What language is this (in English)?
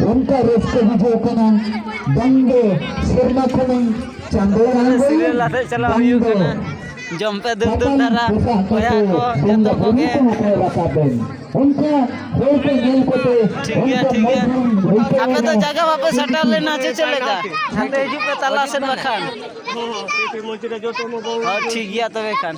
Santali